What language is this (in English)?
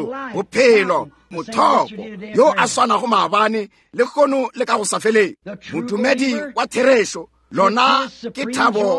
Northern Sotho